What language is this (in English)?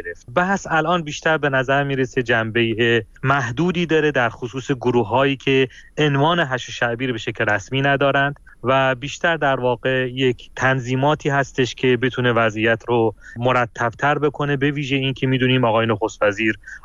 Persian